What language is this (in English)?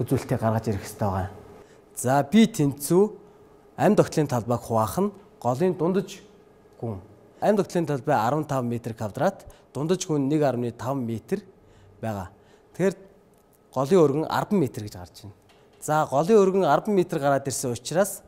Mongolian